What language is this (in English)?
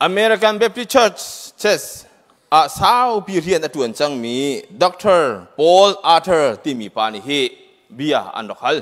Hakha Chin